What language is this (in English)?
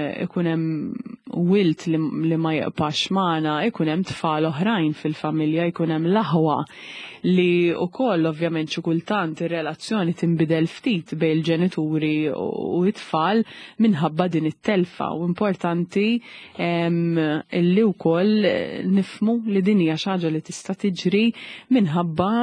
Maltese